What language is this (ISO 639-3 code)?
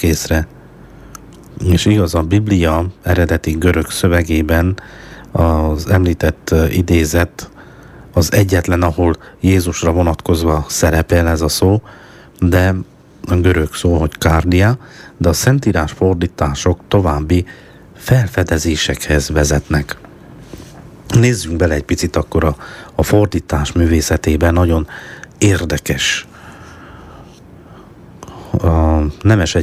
hun